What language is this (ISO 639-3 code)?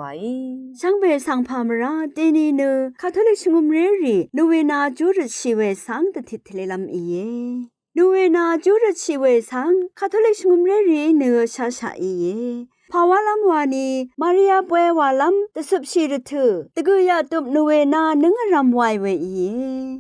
raw